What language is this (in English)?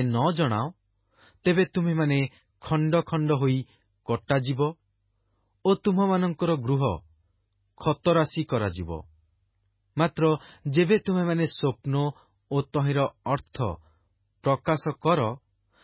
Odia